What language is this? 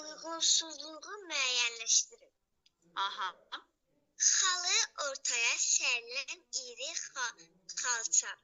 Azerbaijani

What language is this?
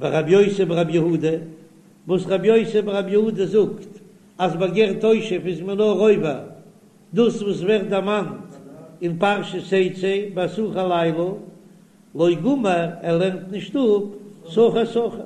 Yiddish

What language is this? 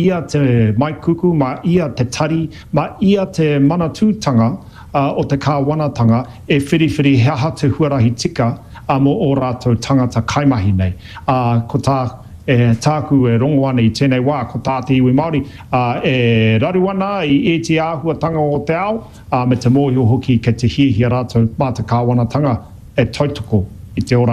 Māori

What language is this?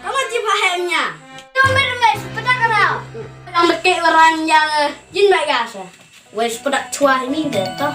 Khasi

